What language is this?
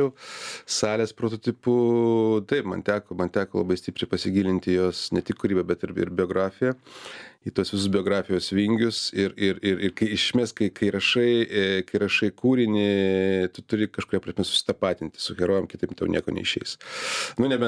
Lithuanian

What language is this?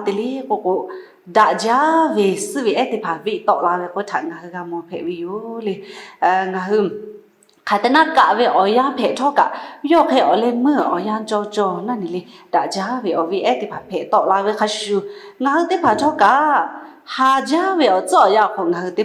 Lahu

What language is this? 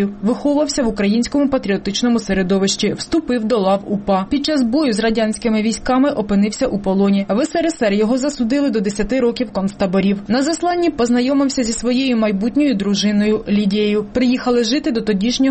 Ukrainian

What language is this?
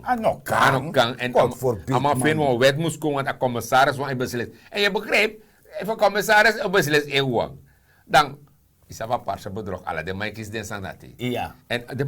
Sranan Tongo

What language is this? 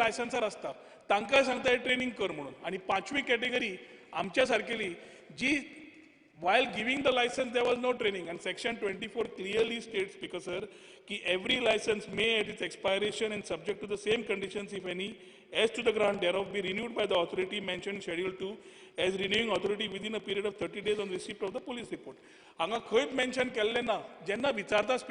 Konkani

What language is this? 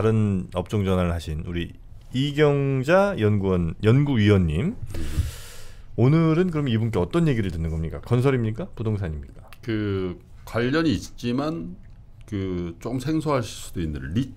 Korean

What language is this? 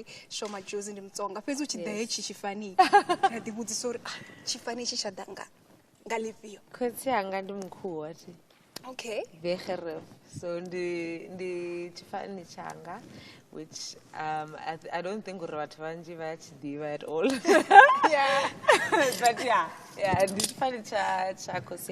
Venda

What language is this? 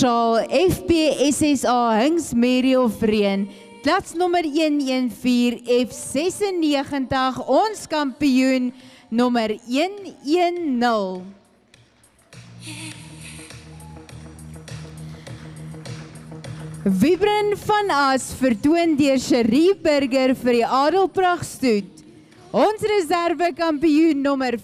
Afrikaans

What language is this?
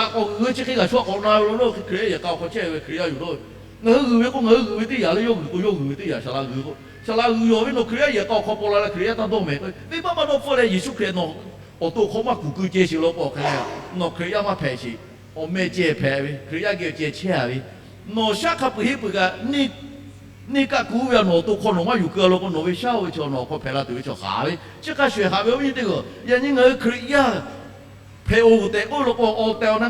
Lahu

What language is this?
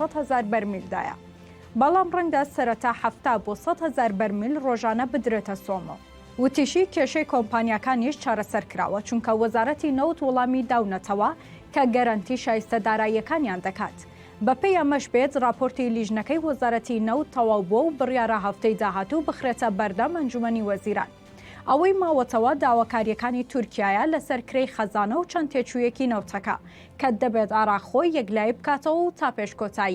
Central Kurdish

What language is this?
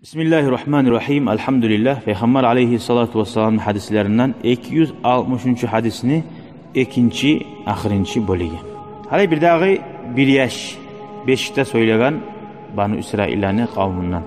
Kumyk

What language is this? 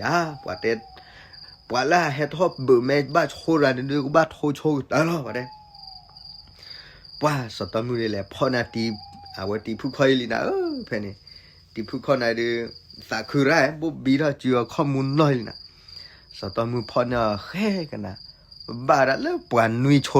S'gaw Karen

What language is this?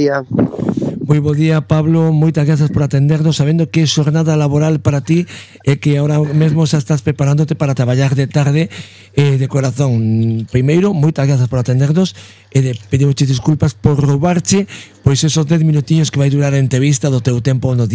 Galician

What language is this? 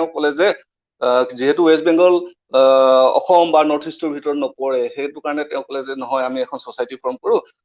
Assamese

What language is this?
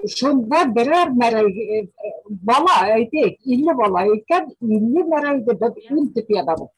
Bashkir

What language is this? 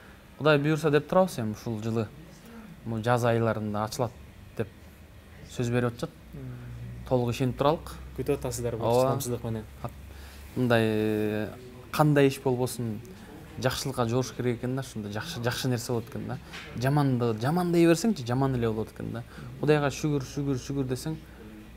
Kyrgyz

